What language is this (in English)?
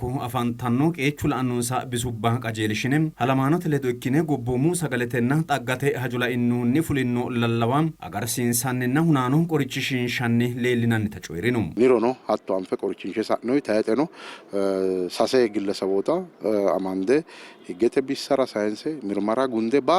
Sidamo